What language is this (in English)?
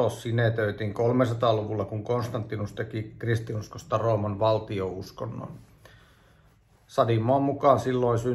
Finnish